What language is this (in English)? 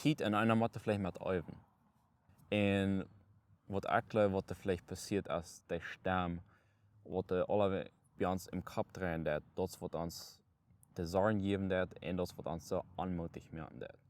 Plautdietsch